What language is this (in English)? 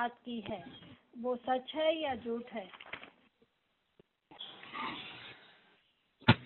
Gujarati